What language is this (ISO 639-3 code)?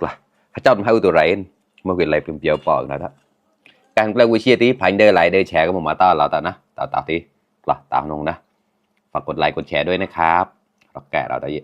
mnw